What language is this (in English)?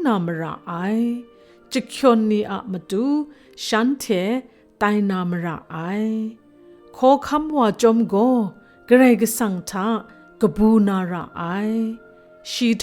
Kachin